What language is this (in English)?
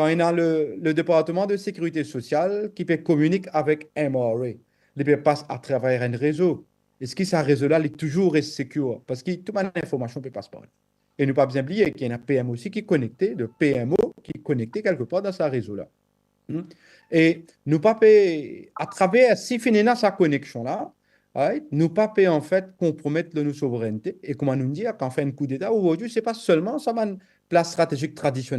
Morisyen